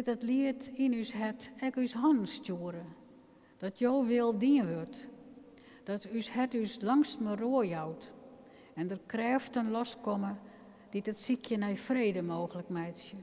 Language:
Western Frisian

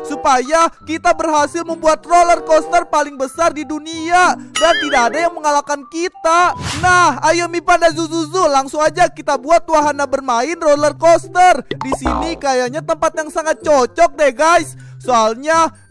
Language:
Indonesian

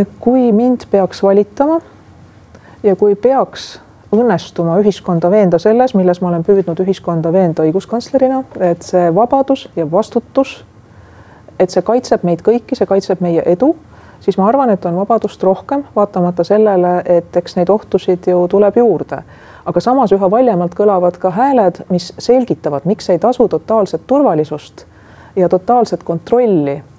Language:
Estonian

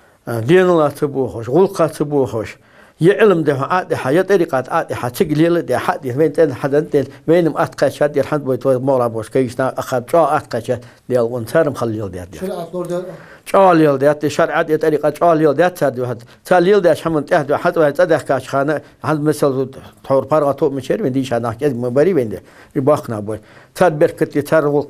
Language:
Ingush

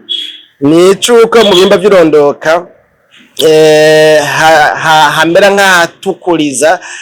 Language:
Rundi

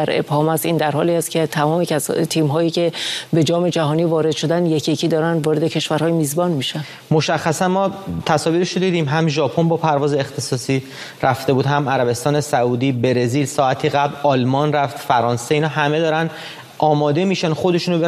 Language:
Persian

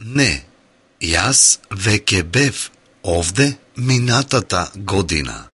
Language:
Macedonian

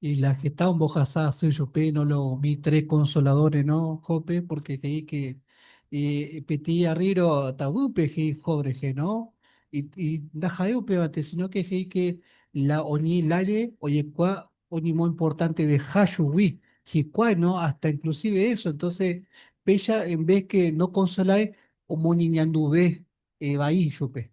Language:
Guarani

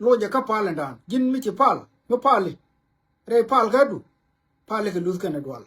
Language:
Nuer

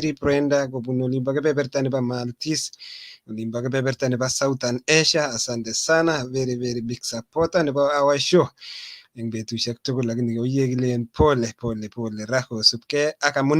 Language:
Kalenjin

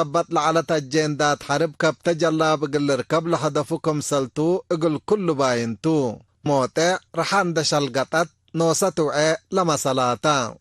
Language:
Tigre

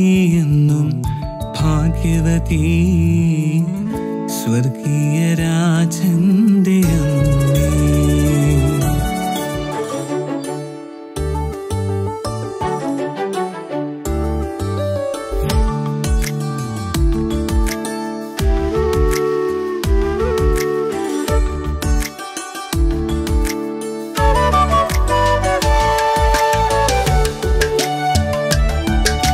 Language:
Malayalam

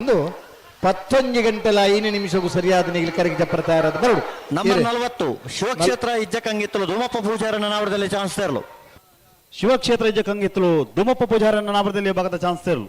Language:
Tulu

